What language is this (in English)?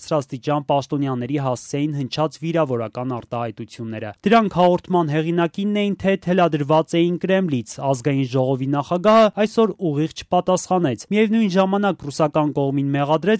Armenian